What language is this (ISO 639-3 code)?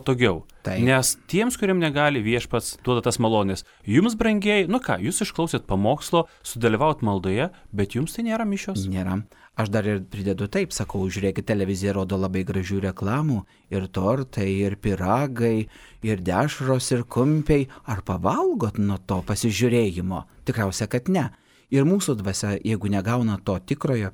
lit